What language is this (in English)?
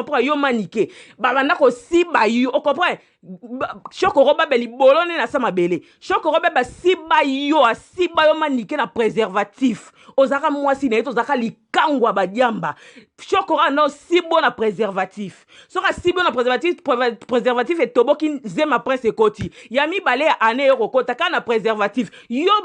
Lingala